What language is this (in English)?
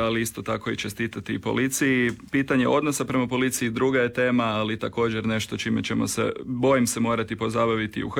Croatian